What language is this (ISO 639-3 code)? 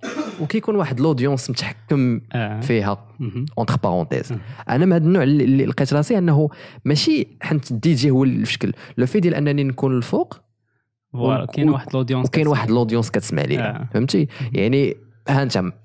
ary